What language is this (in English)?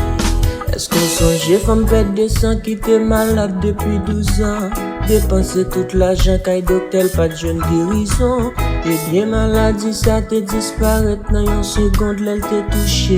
Haitian Creole